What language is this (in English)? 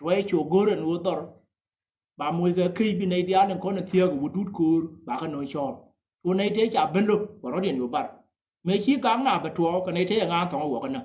Nuer